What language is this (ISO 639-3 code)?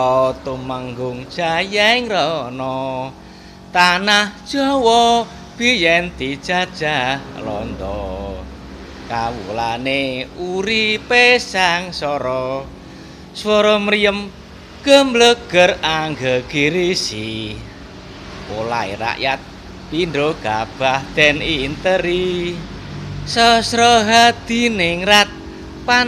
jav